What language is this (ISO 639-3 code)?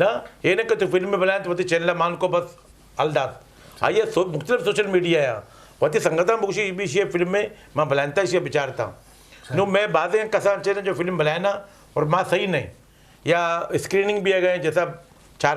bgp